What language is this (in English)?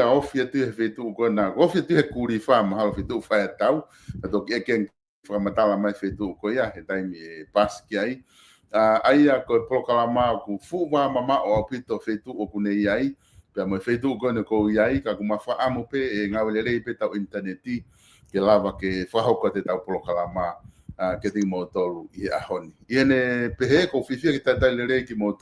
Tongan